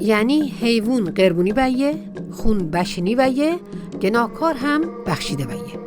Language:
Mazanderani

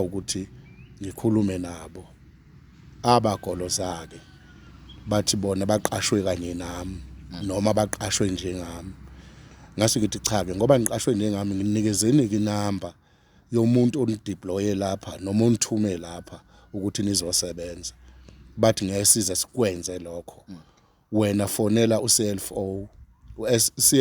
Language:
Zulu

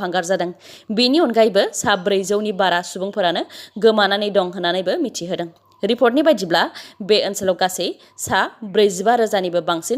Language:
Bodo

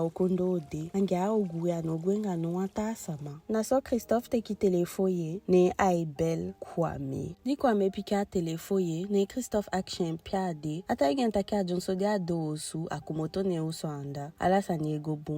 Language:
Eastern Maroon Creole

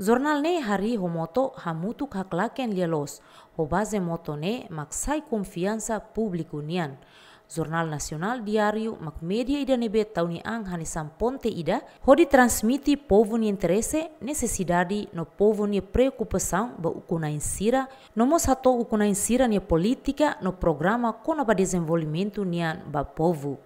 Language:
Tetum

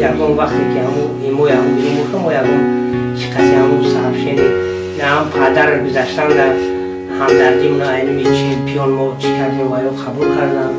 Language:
Tajik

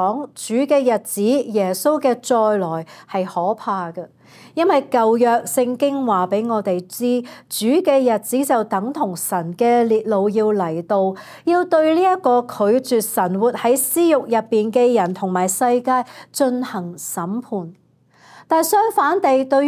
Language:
Cantonese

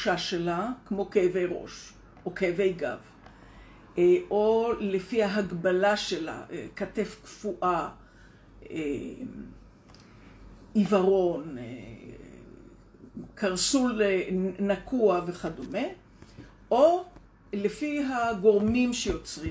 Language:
Hebrew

